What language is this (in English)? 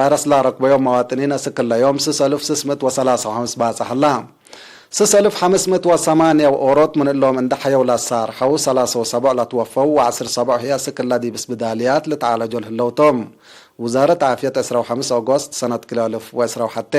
Tigre